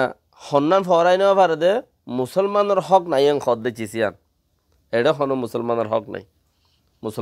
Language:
Rohingya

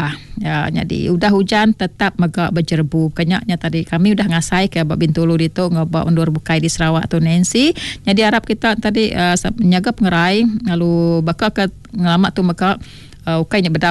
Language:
Iban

